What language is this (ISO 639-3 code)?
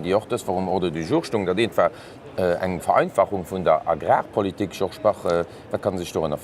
ltz